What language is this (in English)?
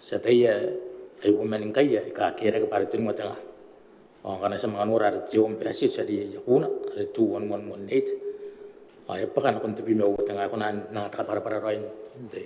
Gilbertese